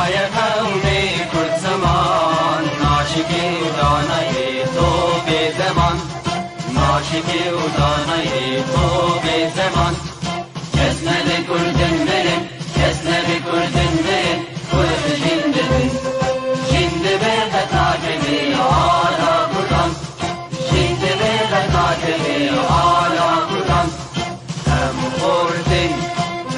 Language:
Kurdish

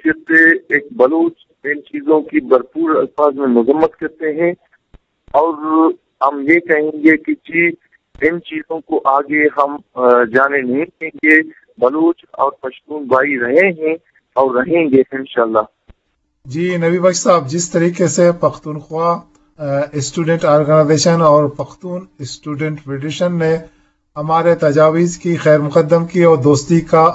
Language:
Urdu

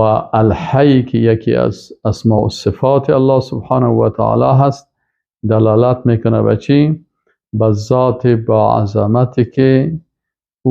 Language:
Persian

